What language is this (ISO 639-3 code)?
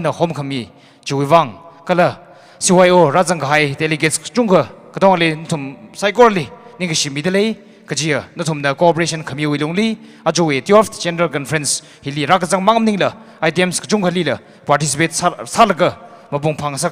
nmf